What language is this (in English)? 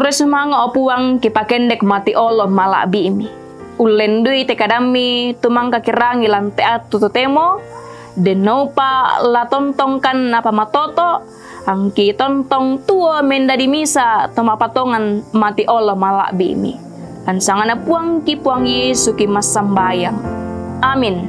Toraja-Sa'dan